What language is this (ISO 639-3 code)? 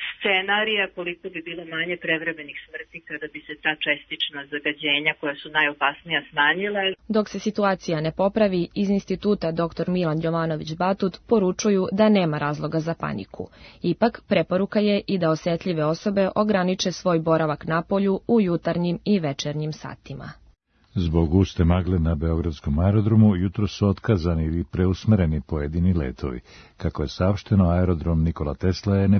srp